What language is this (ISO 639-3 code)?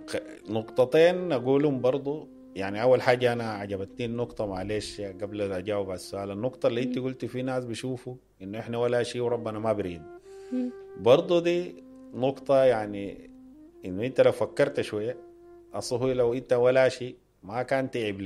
apd